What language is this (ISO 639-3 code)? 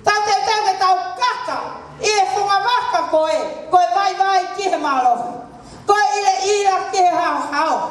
ton